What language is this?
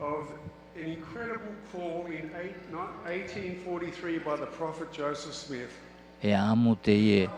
Tahitian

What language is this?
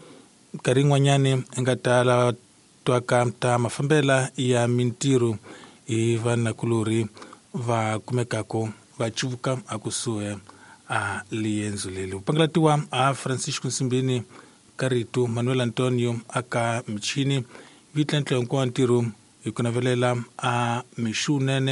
Tsonga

